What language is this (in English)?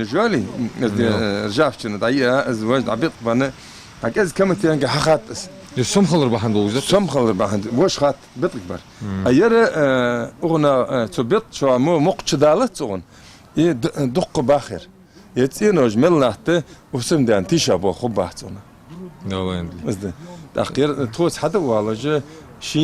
Ingush